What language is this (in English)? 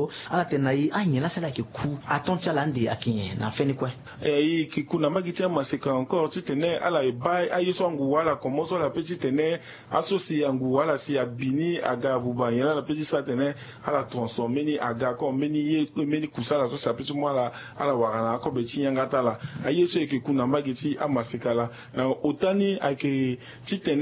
Sango